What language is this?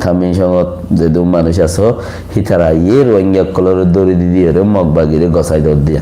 Rohingya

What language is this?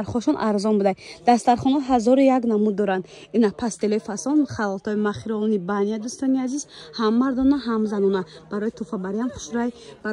Tajik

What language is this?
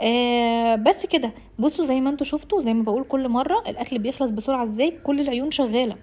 Egyptian Arabic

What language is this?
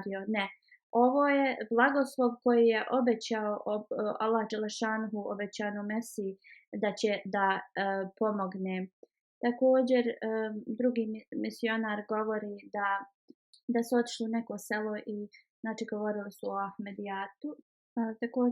Bosnian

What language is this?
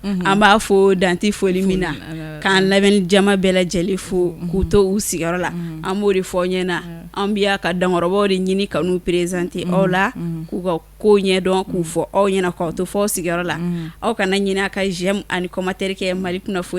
Bambara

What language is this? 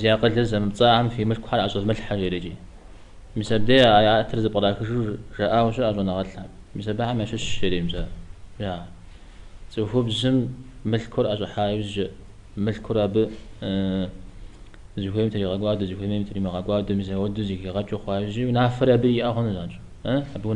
Kabardian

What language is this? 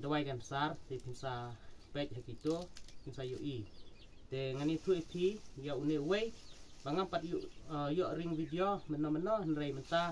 Khasi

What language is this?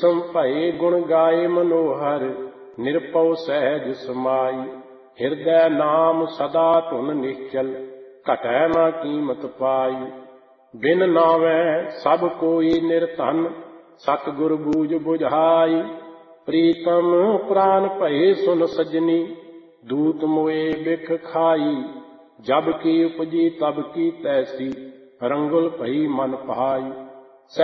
Punjabi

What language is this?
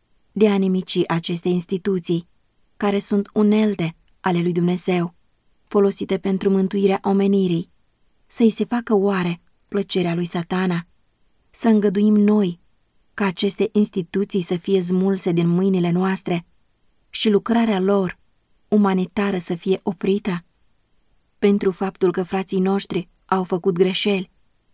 Romanian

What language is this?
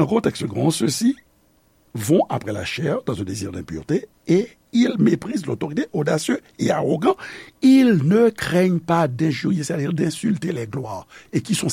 Haitian Creole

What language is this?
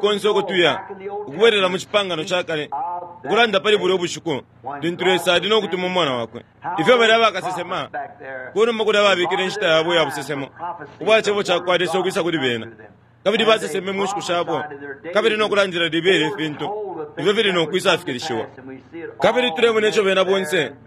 Bemba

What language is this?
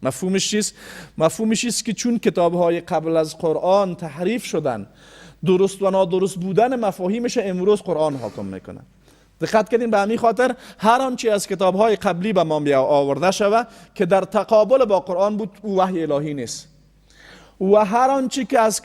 Persian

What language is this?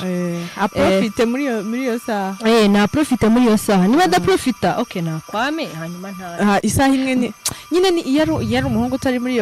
Kinyarwanda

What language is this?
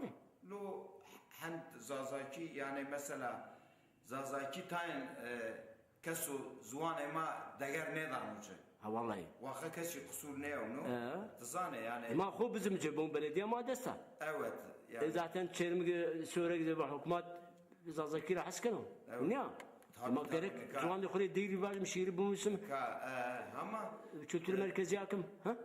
Zaza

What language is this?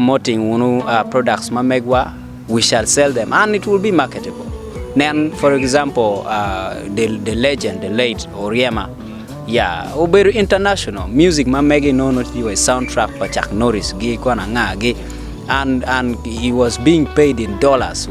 Acoli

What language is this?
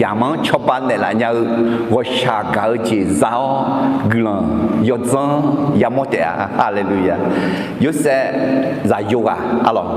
Akha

